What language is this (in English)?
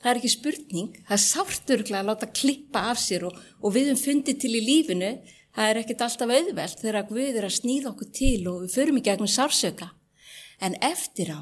Icelandic